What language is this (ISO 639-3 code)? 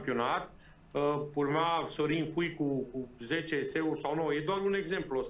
ron